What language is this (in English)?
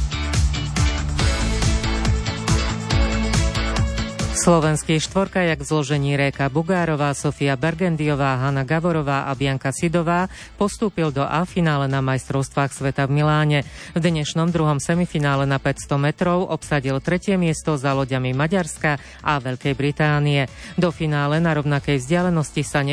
Slovak